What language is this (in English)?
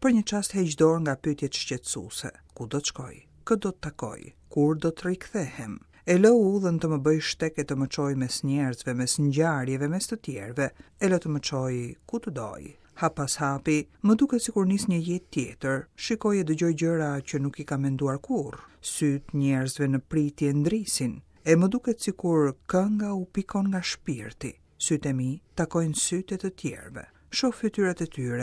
Albanian